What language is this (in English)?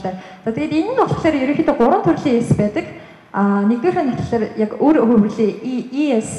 Mongolian